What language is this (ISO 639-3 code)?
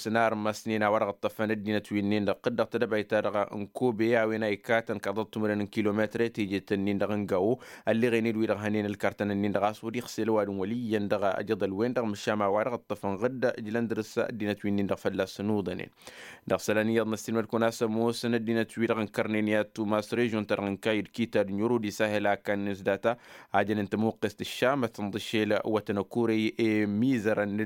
taq